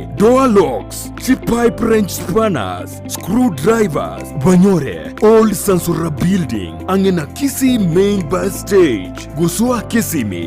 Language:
Gusii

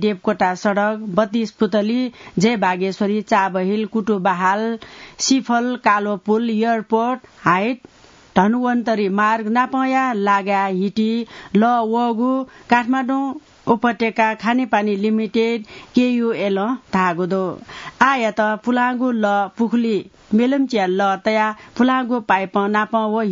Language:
Newari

